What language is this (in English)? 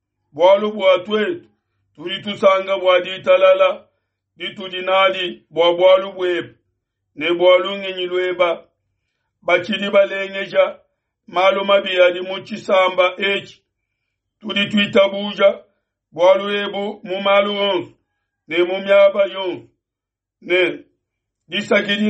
Luba-Lulua